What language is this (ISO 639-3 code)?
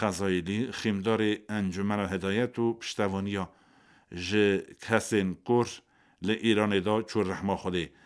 kur